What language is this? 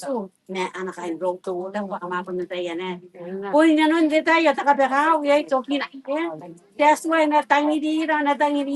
Gilbertese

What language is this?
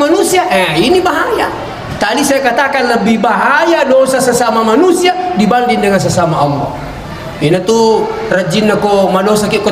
Buginese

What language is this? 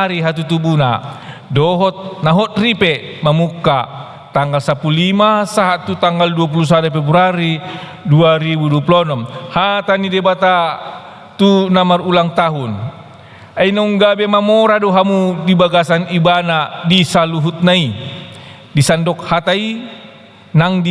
Batak Toba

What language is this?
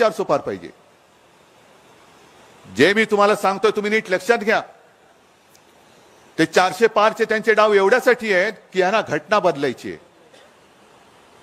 Marathi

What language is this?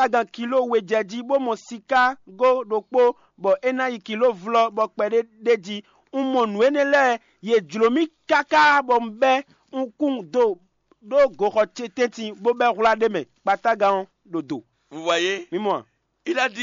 Fon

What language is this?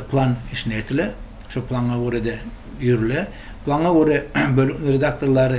Kumyk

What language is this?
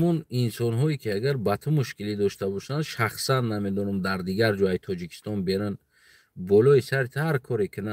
Tajik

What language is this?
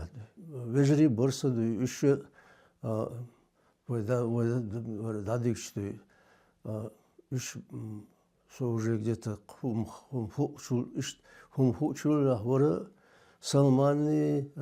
Chechen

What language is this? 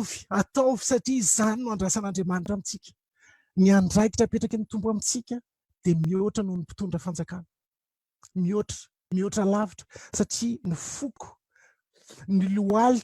Malagasy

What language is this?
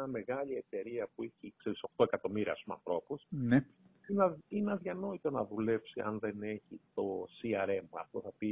Greek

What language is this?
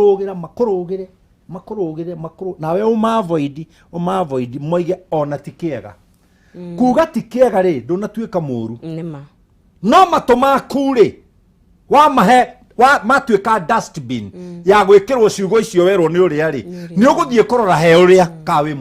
Kikuyu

